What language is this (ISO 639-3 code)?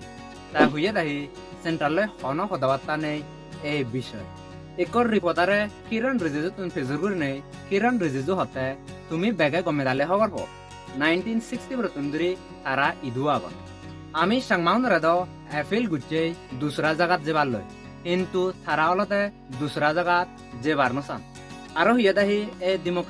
ccp